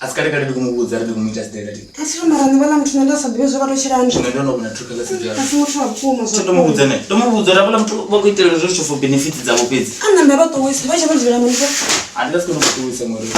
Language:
Venda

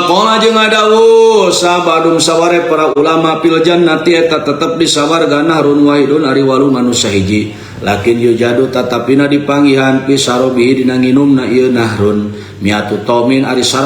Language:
Sundanese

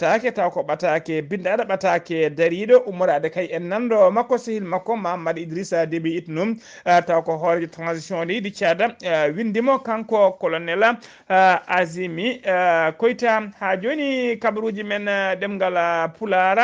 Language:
Fula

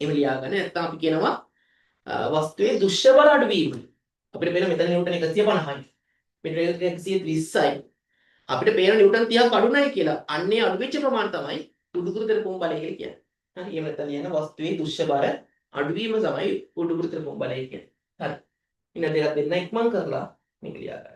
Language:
Sinhala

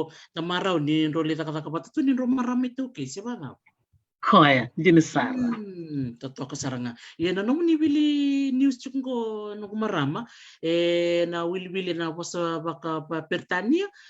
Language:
Fijian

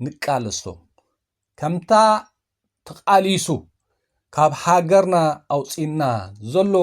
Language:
Tigrinya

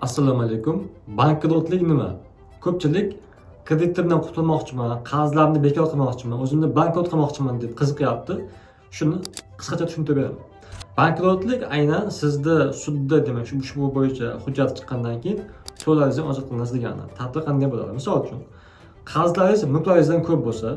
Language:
Uzbek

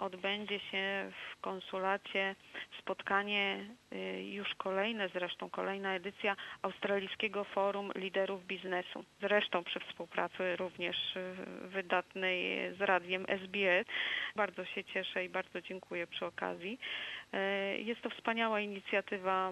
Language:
Polish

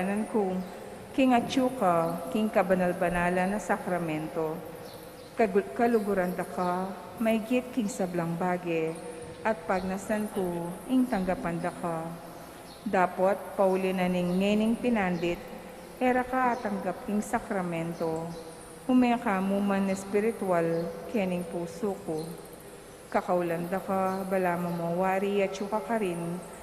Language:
Pampanga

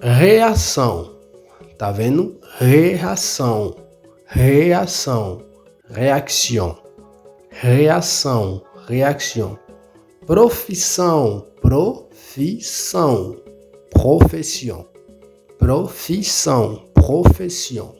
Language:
Haitian Creole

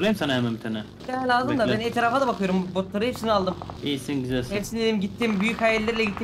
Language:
Turkish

